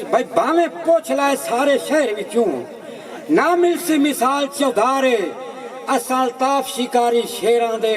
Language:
Saraiki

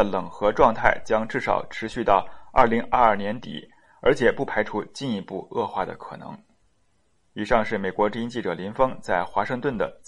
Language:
Chinese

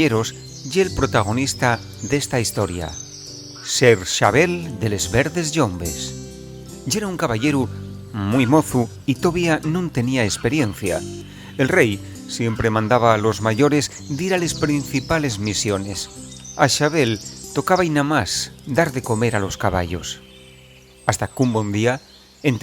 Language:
Asturian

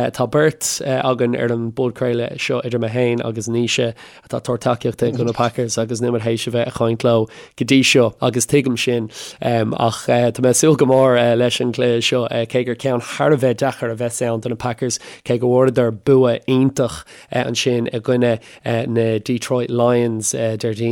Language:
Irish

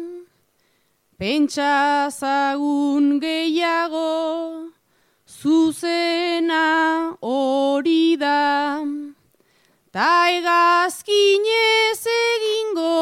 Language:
Basque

